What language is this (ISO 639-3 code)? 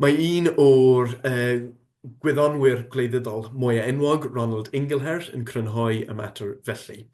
cym